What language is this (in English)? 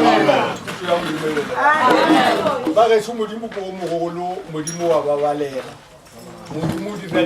Northern Sotho